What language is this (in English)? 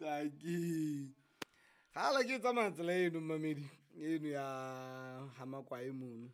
Southern Sotho